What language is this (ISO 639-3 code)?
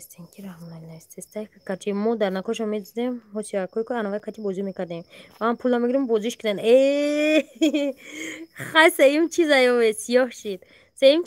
tgk